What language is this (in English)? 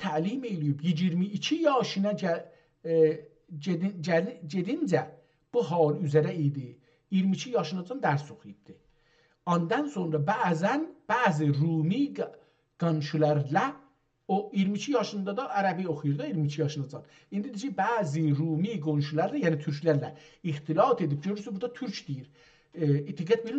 South Azerbaijani